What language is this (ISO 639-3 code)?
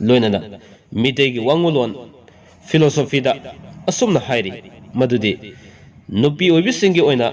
mni